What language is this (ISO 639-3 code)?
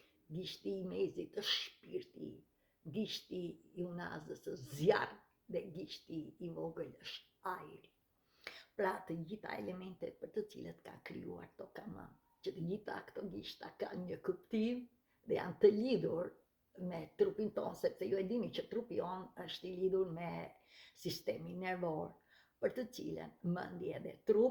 sqi